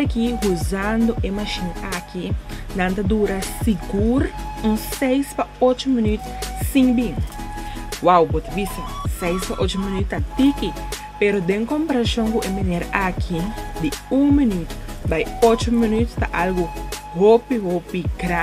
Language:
Papiamento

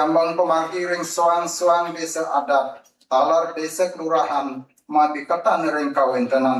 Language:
Balinese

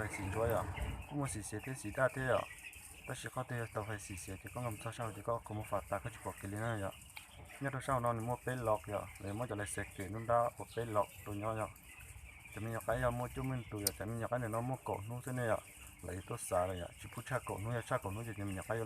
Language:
Hmong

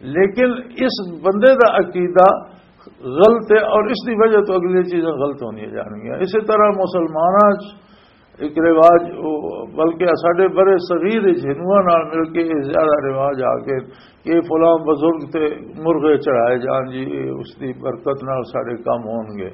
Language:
Western Panjabi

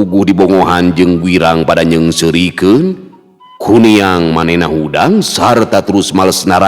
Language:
Sundanese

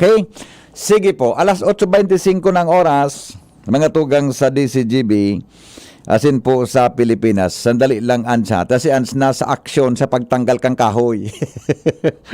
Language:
Bikol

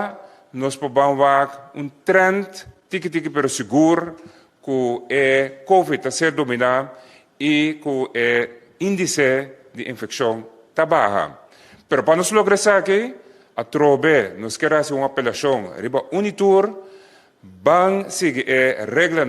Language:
Papiamento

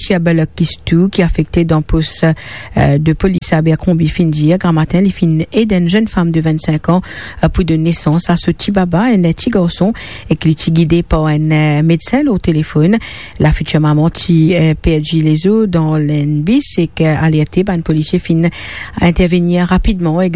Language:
Morisyen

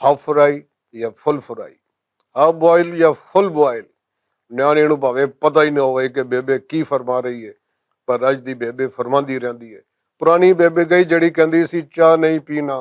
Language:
Western Panjabi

